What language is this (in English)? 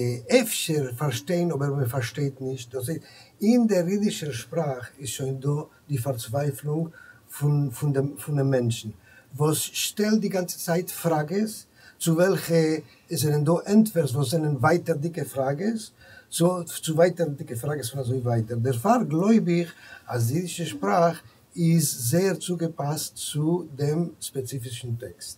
Yiddish